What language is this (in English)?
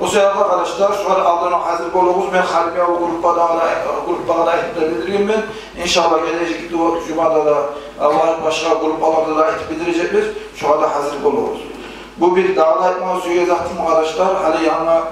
Kumyk